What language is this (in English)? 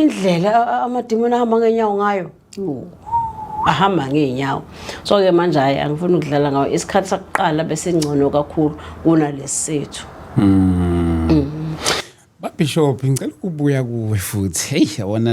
Zulu